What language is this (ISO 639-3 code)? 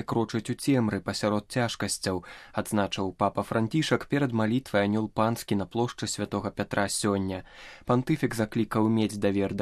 bel